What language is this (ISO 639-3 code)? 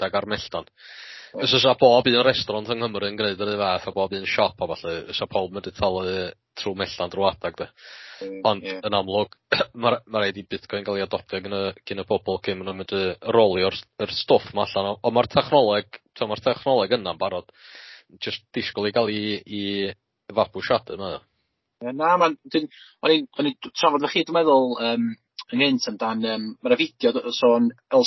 cym